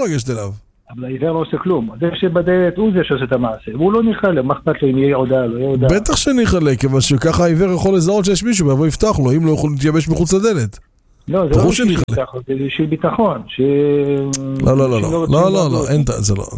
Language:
Hebrew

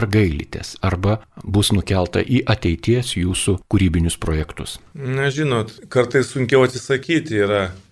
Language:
Lithuanian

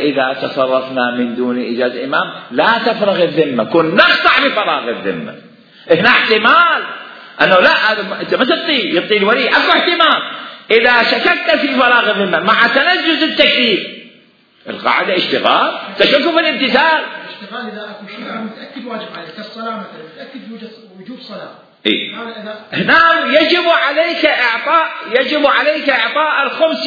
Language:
Mesopotamian Arabic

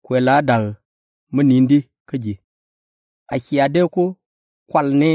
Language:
Nuer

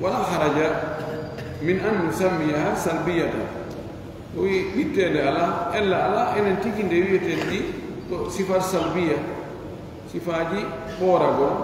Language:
Pular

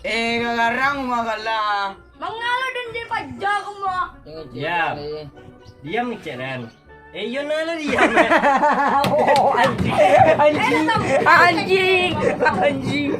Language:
Minangkabau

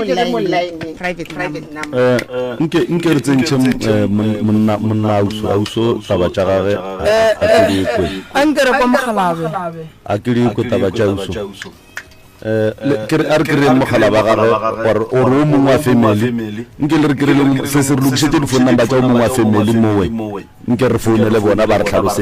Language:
Northern Sotho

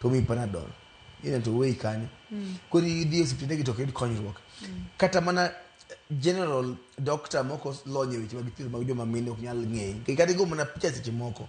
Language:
Luo (Kenya and Tanzania)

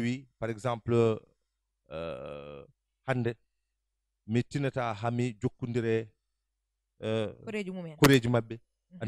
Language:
Fula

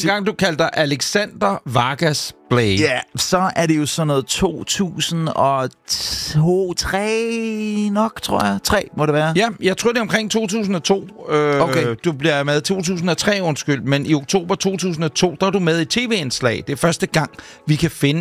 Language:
Danish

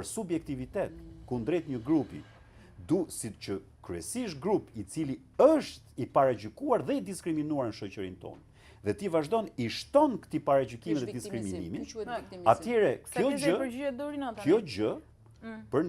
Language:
Albanian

